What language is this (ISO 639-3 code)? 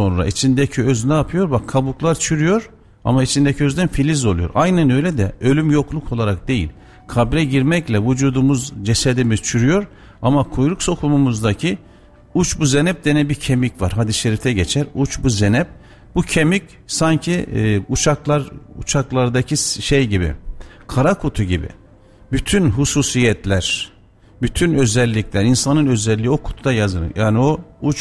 tur